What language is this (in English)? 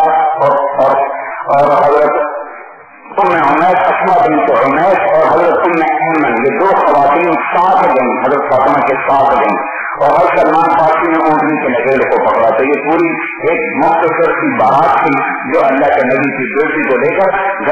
Urdu